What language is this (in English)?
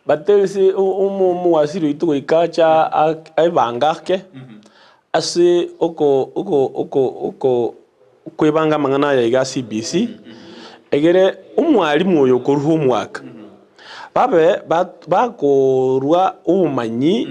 Gusii